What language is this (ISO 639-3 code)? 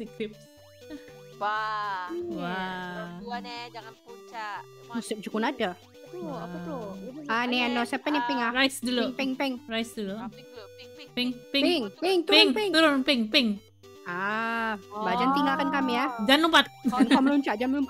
msa